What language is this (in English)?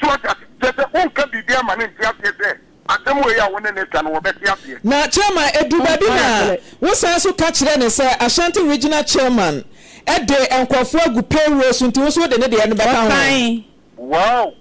Akan